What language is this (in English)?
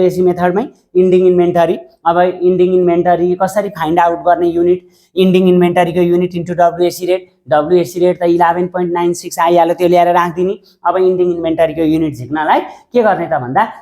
Nepali